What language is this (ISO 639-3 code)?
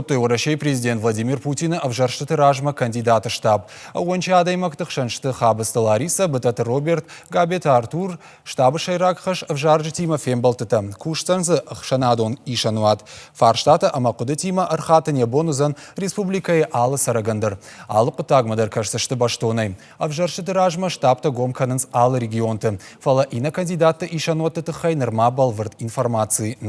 oss